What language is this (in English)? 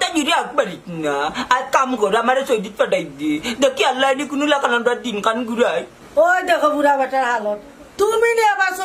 Sylheti